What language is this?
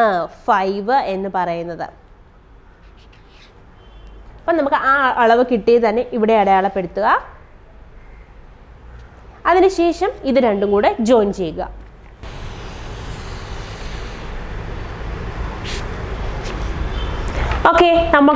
Malayalam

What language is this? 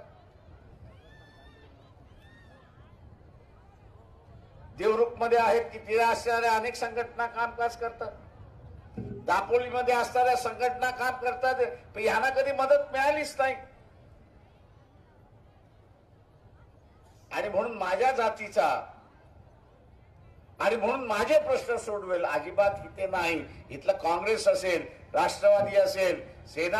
Marathi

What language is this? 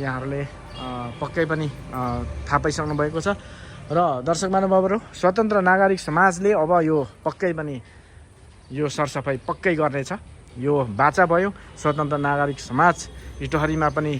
Nepali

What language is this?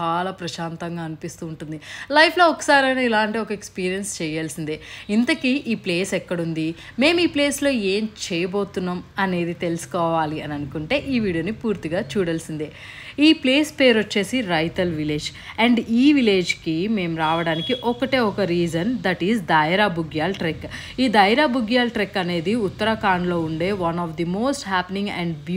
Telugu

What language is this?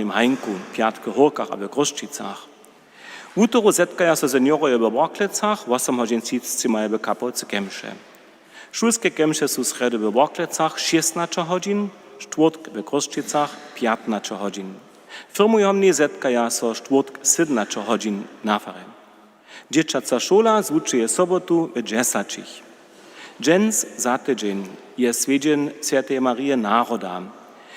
Upper Sorbian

